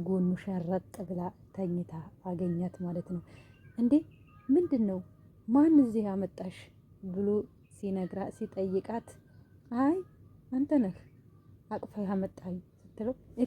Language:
Amharic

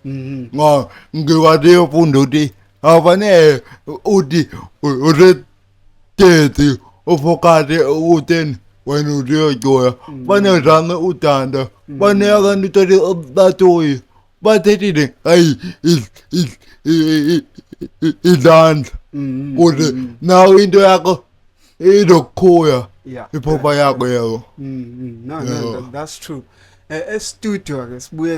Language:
Zulu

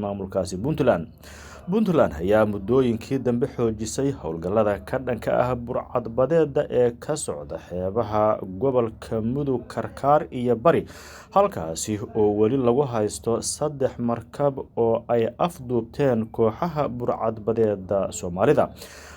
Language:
Somali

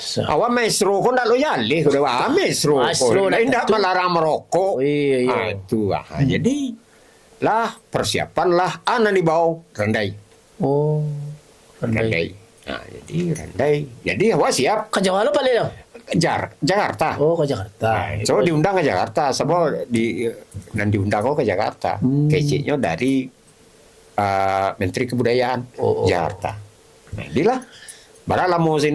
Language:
Minangkabau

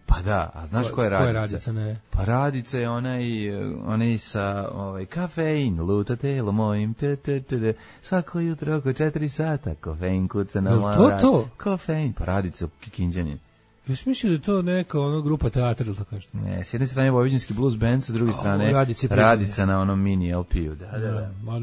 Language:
Serbian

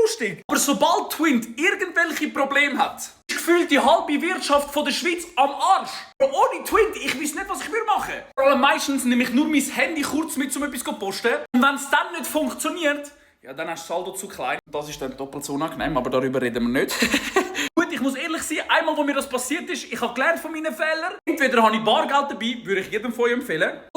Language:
Swiss German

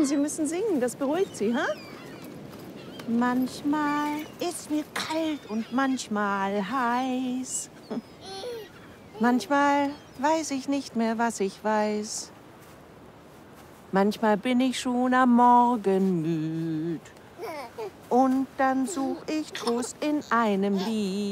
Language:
German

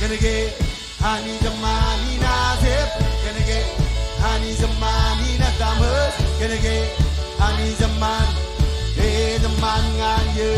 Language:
Marshallese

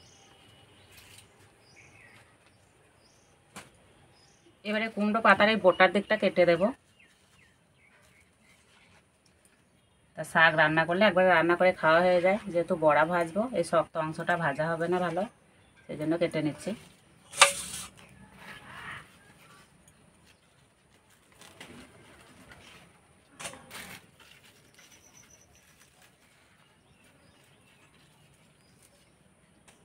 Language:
Bangla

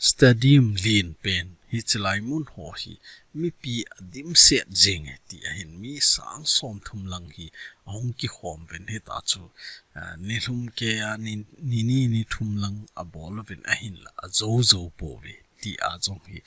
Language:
Thado Chin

